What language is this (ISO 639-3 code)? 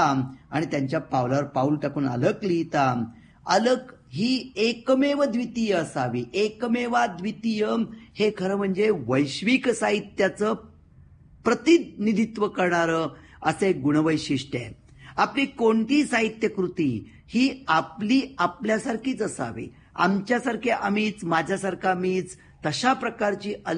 mar